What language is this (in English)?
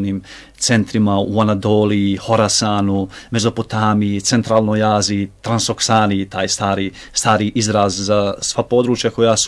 Bosnian